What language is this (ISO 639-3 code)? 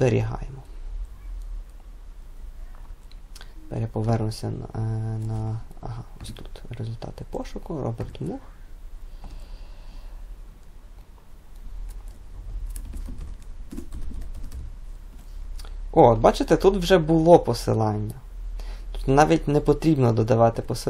ukr